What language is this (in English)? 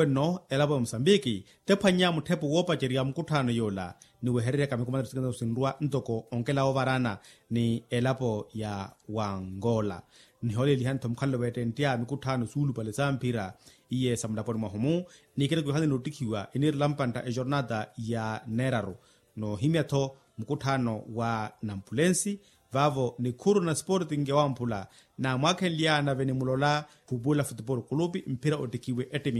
Makhuwa